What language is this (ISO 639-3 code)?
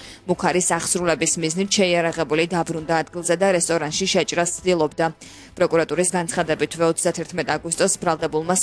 kat